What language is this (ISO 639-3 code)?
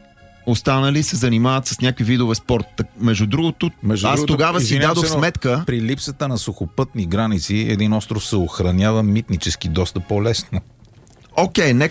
bul